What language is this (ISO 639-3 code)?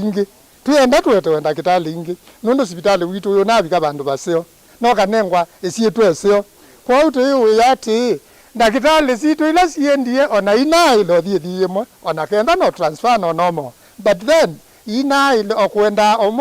kam